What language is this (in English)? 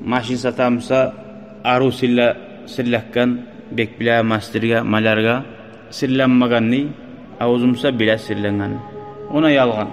Kumyk